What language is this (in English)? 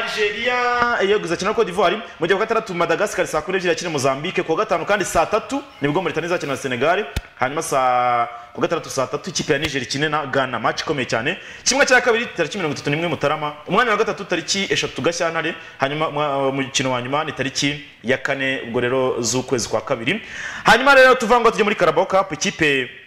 Kinyarwanda